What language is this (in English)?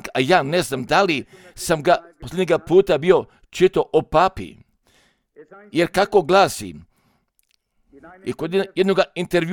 Croatian